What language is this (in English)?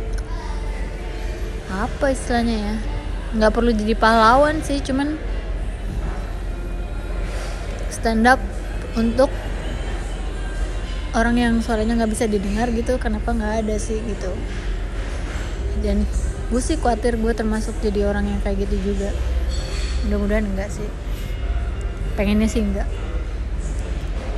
Indonesian